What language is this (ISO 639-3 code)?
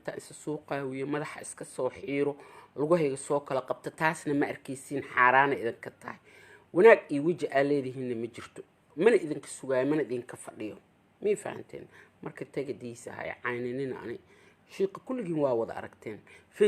som